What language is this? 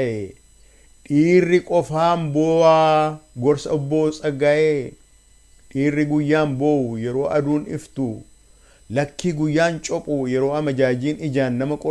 Oromo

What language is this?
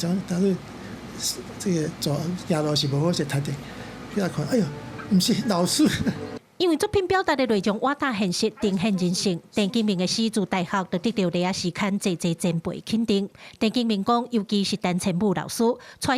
Min Nan Chinese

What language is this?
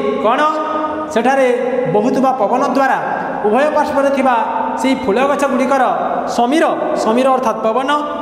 Odia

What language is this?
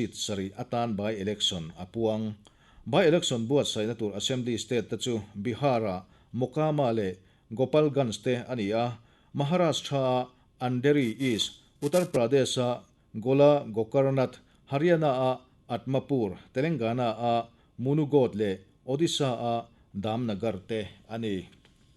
Mizo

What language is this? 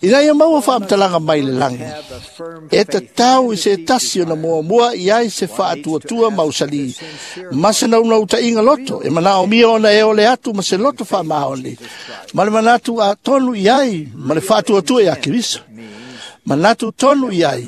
Samoan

